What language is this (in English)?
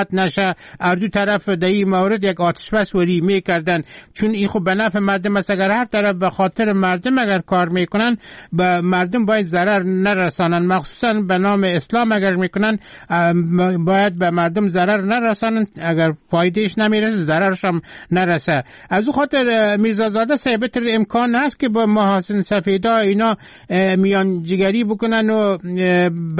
Persian